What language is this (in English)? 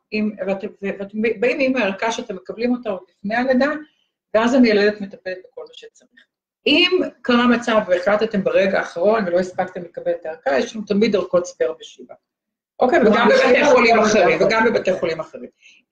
Hebrew